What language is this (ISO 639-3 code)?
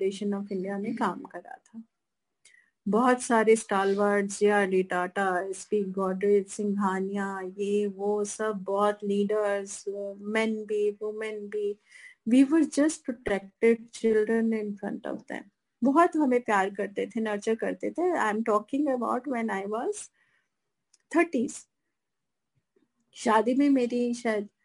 hin